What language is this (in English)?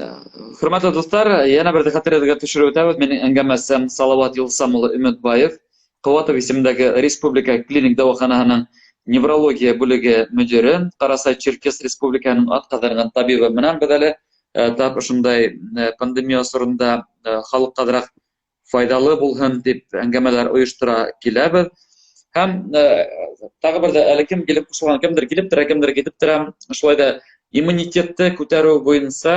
Bashkir